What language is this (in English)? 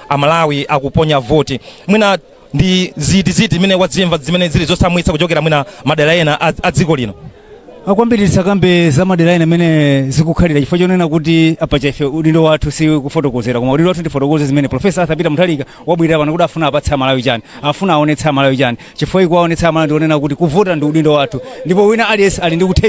Nyanja